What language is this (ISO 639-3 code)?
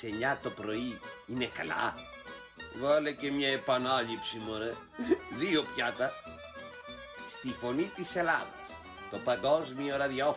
ell